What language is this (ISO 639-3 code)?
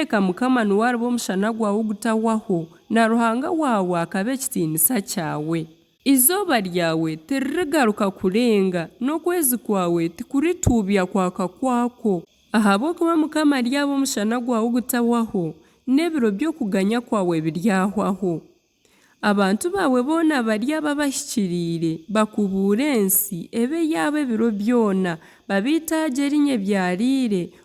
nyn